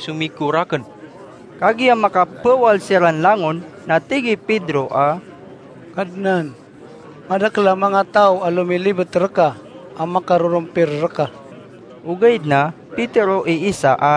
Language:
Maranao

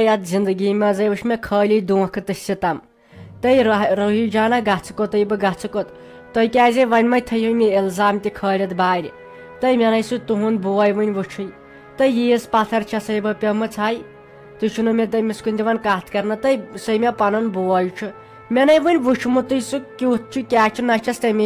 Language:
Kashmiri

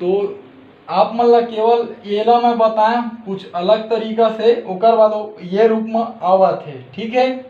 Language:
Chhattisgarhi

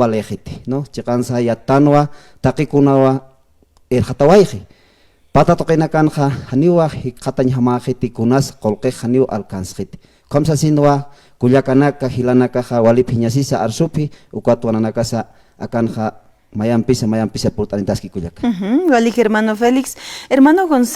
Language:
Aymara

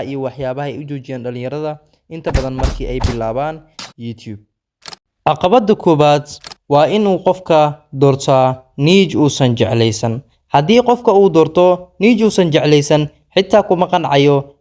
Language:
Somali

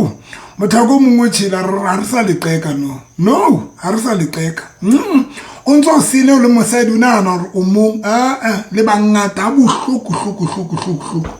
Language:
Southern Sotho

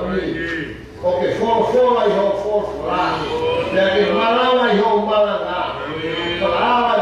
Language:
Tongan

